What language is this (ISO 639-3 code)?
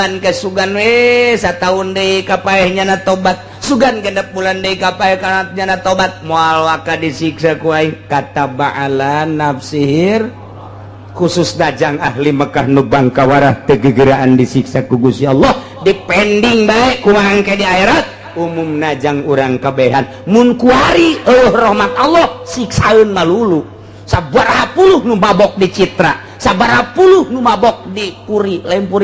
sun